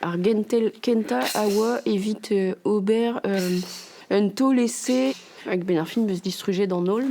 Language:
Breton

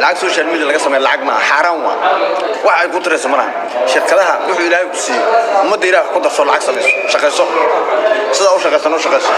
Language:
Somali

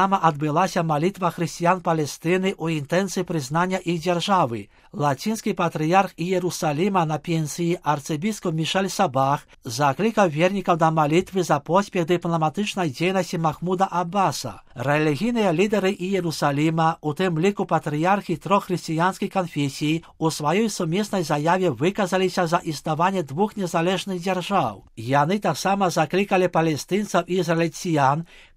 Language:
Belarusian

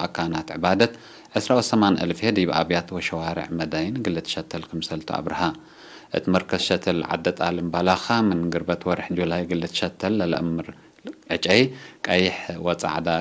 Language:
Tigre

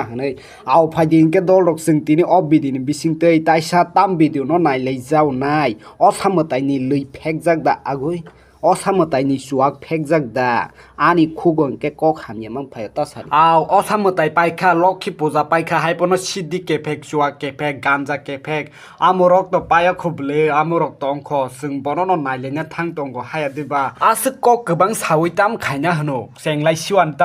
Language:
Kok Borok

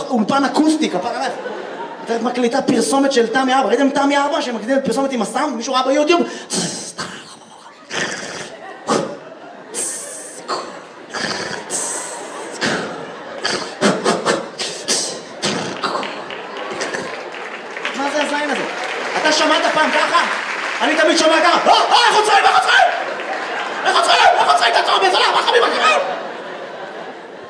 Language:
Hebrew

